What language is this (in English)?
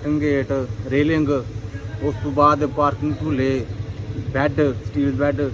Pahari-Potwari